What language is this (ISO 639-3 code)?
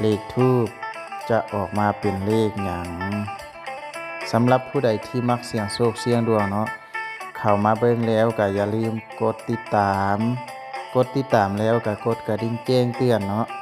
lao